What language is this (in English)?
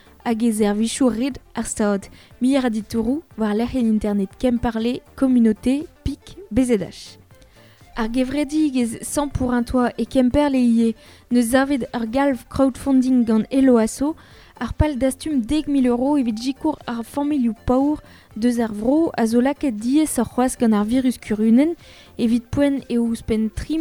Breton